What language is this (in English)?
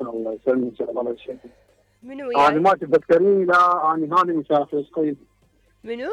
Mesopotamian Arabic